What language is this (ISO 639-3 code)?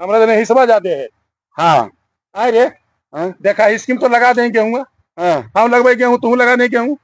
mag